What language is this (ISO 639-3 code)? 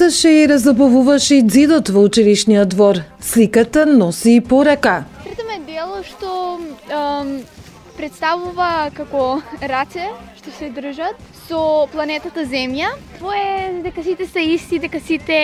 mkd